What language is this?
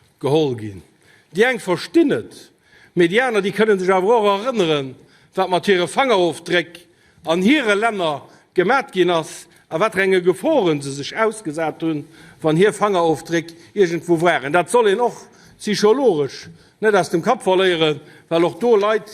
Luxembourgish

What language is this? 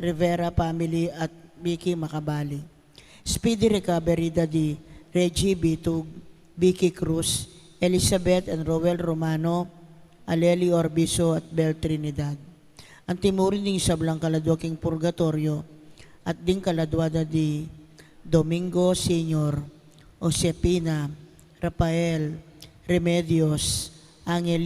Pampanga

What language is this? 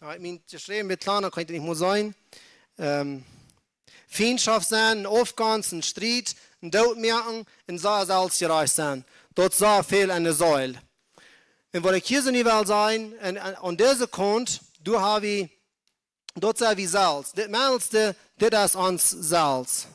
Plautdietsch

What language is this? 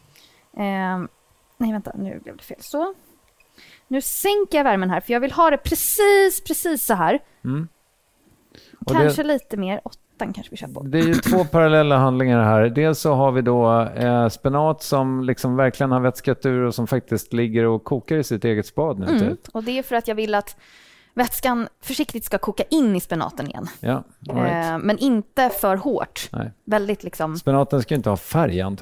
Swedish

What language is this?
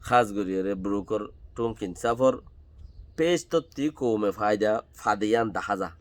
Rohingya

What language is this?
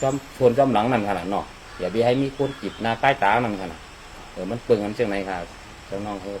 Shan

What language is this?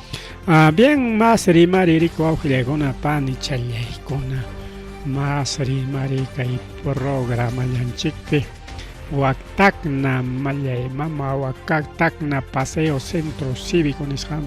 Ayacucho Quechua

